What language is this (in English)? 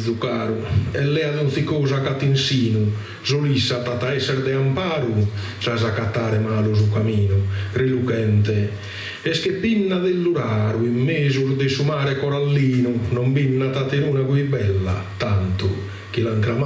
Sardinian